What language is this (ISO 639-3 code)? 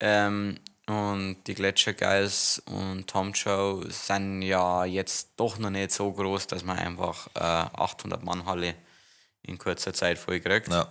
bar